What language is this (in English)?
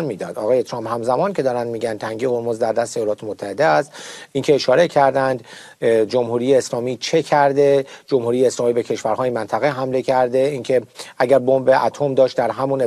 Persian